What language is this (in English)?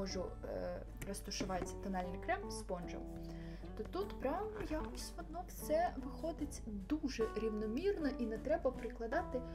Ukrainian